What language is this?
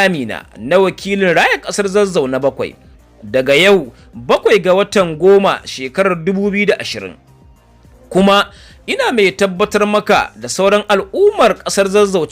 Hausa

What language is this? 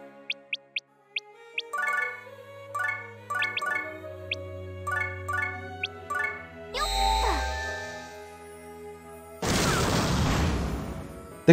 Spanish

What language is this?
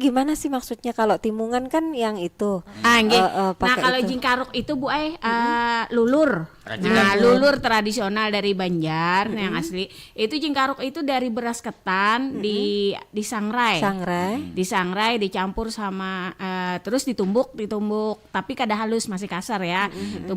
Banjar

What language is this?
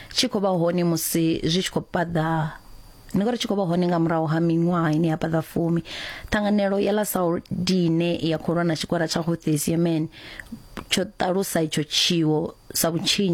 Venda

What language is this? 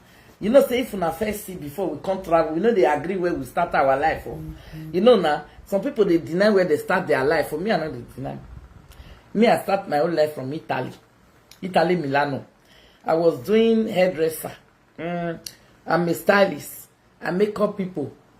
Nigerian Pidgin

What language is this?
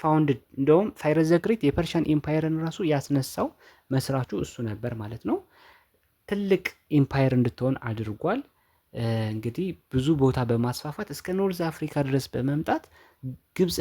Amharic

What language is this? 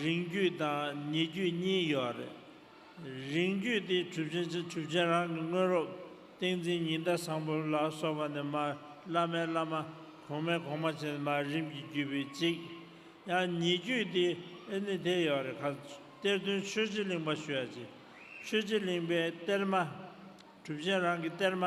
Tibetan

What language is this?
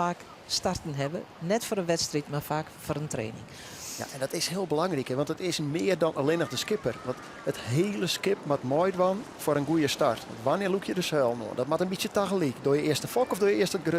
Western Frisian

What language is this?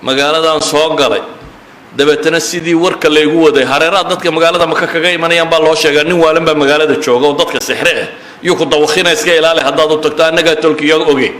Somali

